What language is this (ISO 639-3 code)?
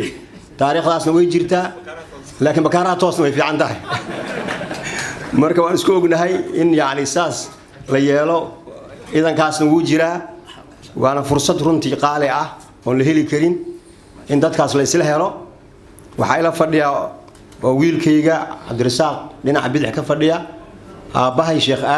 som